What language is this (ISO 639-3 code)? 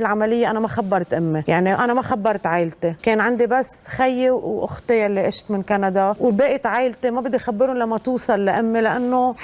arz